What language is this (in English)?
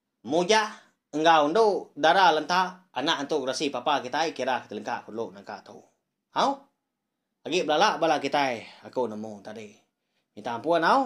Iban